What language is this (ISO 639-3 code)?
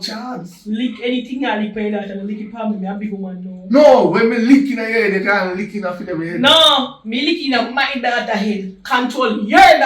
jam